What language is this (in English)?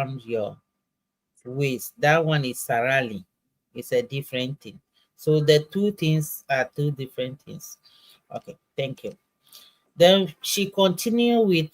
Ewe